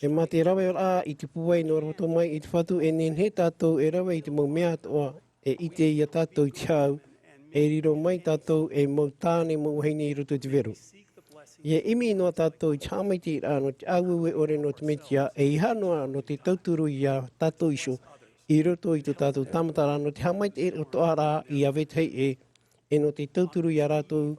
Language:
Tahitian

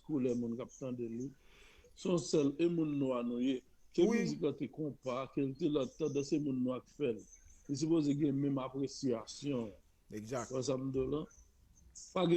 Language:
Haitian Creole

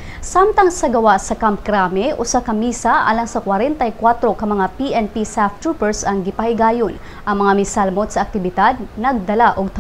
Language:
Cebuano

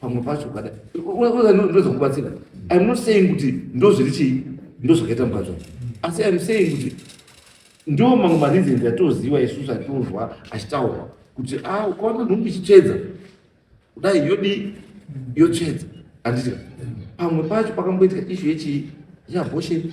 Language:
Shona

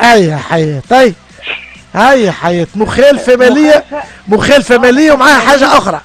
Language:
Tunisian Arabic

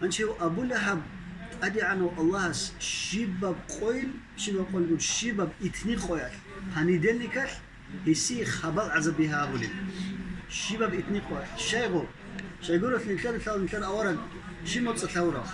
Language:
Avaric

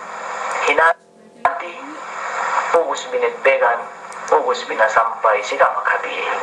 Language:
Yakan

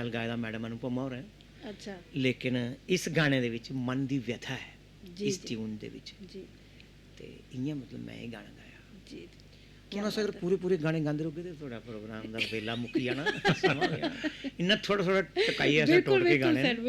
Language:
Dogri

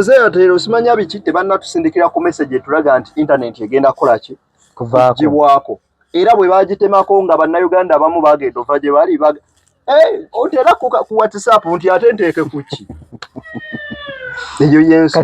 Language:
Ganda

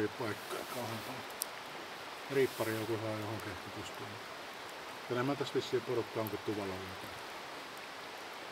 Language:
Finnish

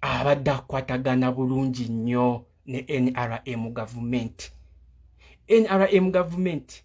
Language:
Ganda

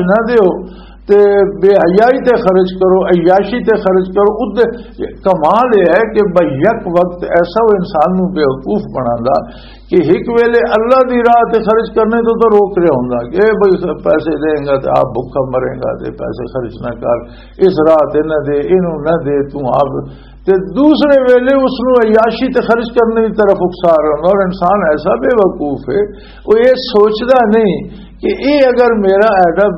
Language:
Western Panjabi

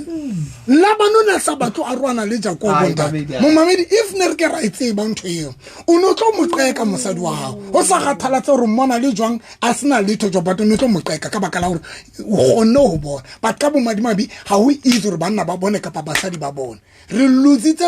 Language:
Southern Sotho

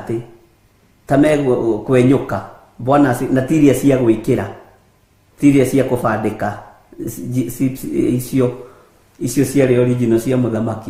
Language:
Kikuyu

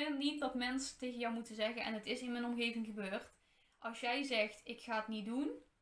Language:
Dutch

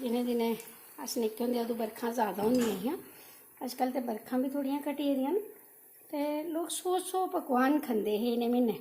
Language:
Dogri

